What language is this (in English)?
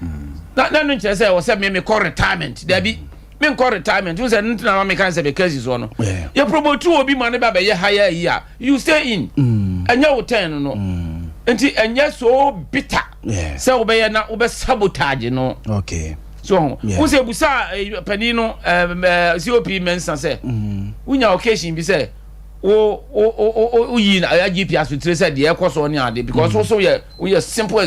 Akan